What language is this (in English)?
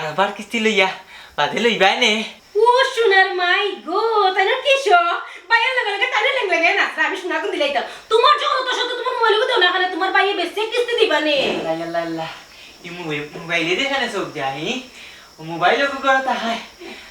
Sylheti